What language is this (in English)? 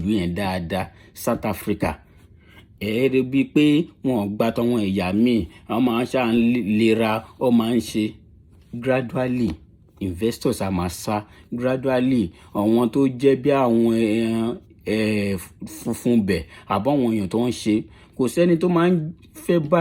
Yoruba